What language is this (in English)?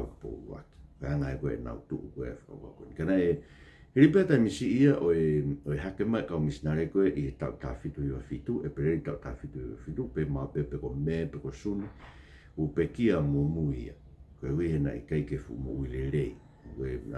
Tongan